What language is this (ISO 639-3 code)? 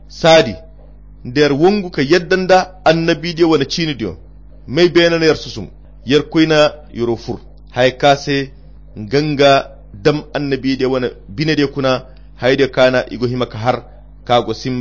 khq